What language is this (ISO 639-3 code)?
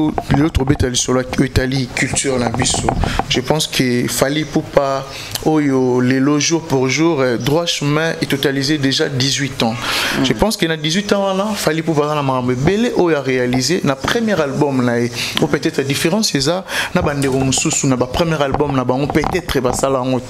lin